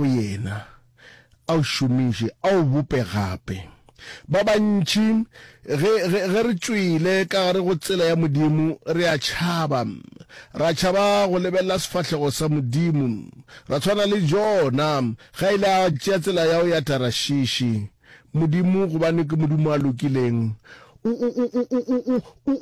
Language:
Northern Sotho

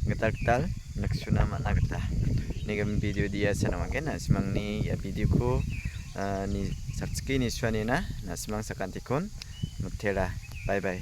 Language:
Garo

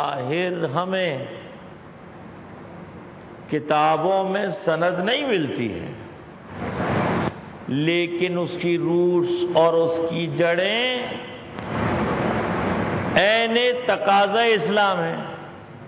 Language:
Urdu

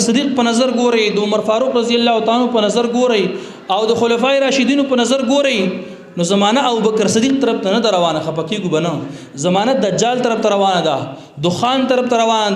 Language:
Pashto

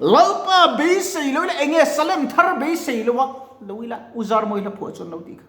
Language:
Mizo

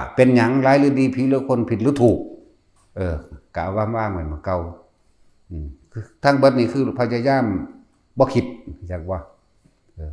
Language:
Northeastern Thai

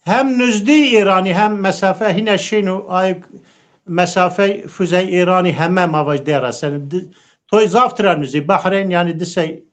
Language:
Zaza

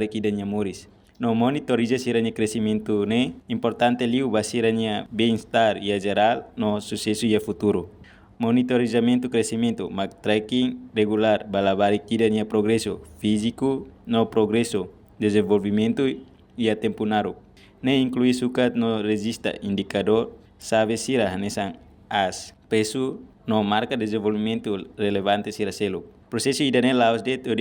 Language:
Tetum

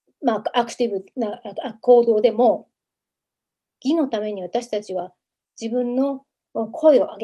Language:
Japanese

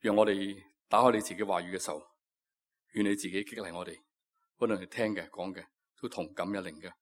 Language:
Cantonese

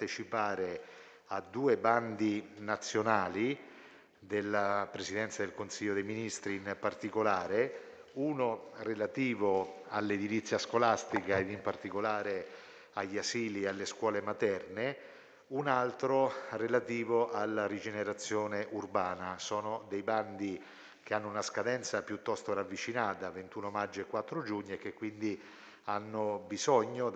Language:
Italian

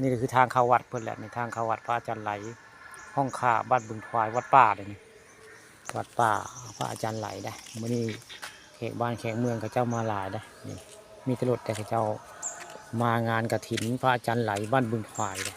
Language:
Northeastern Thai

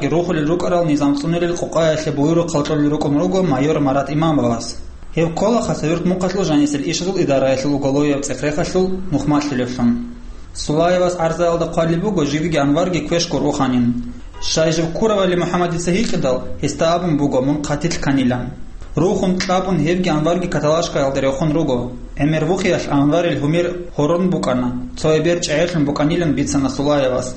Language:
Avaric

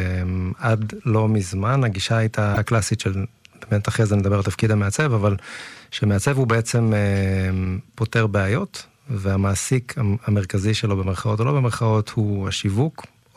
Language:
Hebrew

